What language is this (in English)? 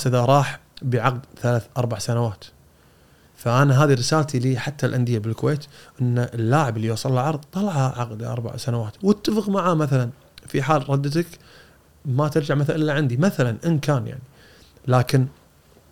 Gulf Arabic